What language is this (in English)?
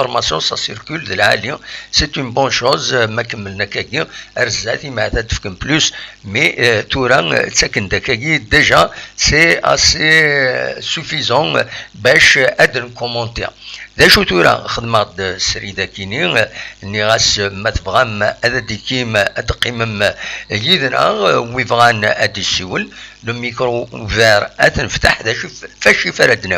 Kabyle